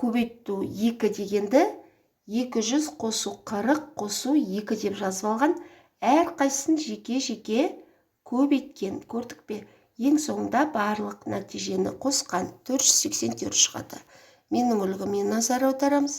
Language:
Kazakh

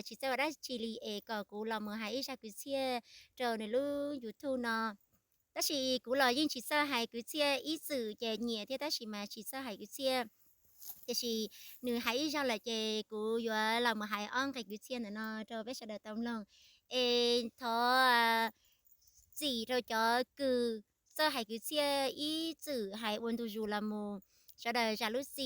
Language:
Hmong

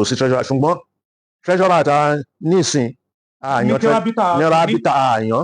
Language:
Yoruba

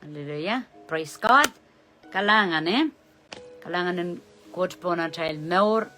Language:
Pohnpeian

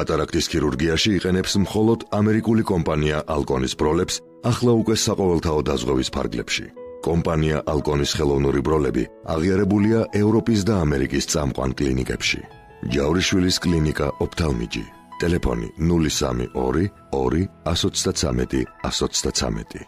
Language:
Georgian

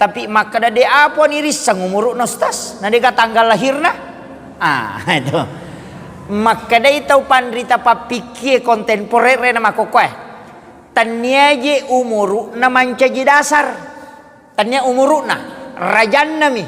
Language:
Buginese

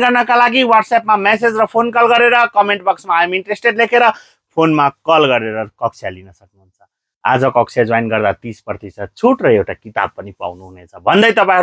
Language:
Nepali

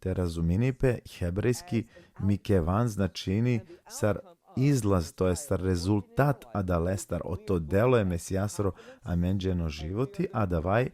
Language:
Balkan Romani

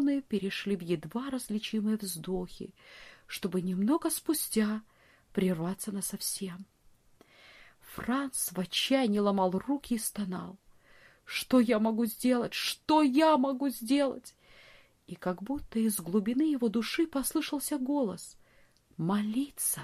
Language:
Russian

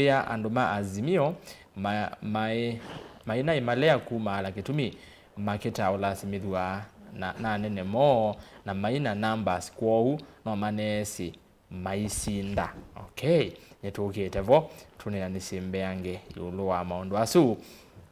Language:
Kamba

